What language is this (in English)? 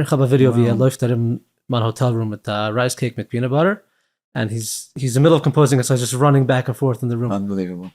Yiddish